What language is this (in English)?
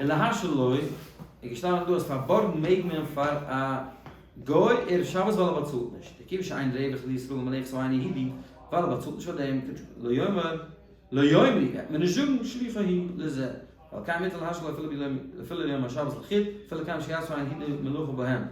Yiddish